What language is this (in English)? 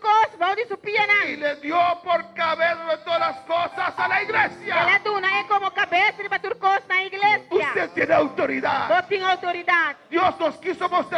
Papiamento